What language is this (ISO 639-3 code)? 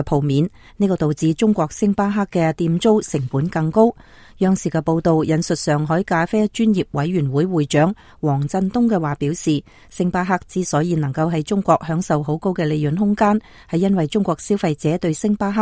yue